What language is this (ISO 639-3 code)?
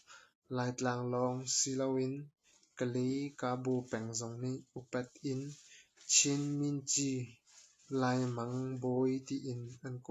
cnh